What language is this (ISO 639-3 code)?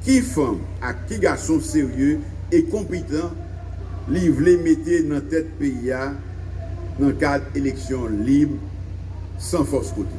hat